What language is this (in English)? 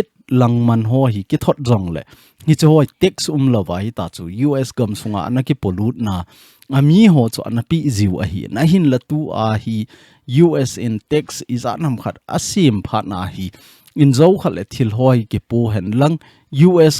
Thado Chin